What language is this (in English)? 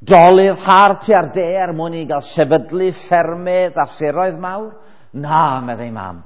Welsh